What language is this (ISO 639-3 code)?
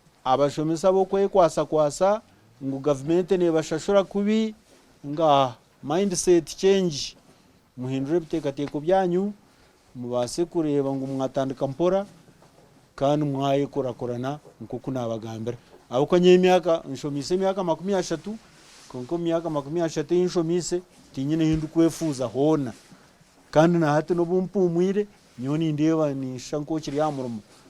nyn